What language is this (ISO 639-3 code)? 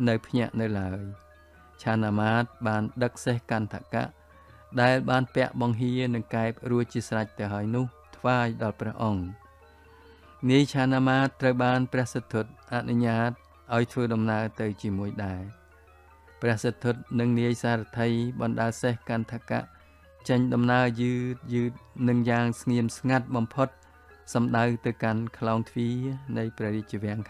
khm